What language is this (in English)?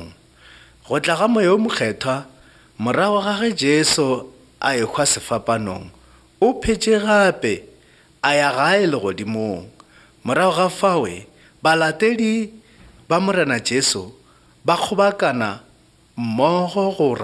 Northern Sotho